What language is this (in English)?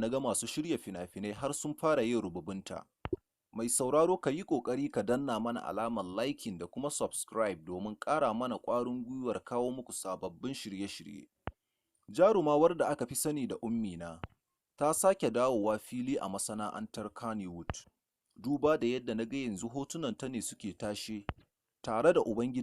Hausa